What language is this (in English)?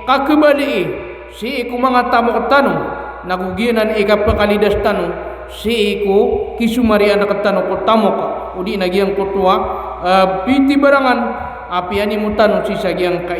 Maranao